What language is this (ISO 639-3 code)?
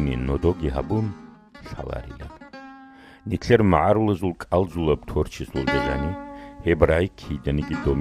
ava